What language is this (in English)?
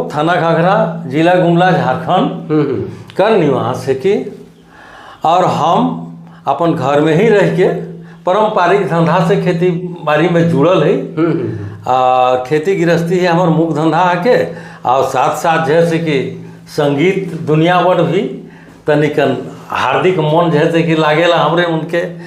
Sadri